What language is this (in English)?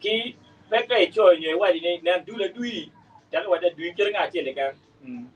Acoli